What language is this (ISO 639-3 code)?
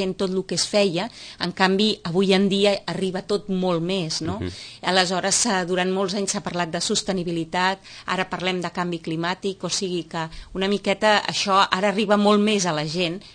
cat